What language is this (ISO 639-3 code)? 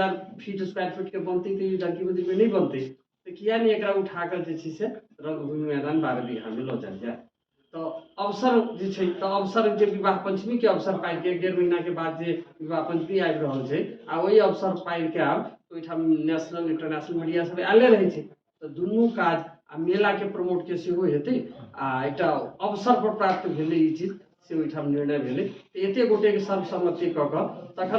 mai